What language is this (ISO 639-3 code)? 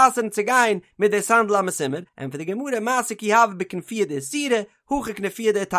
yid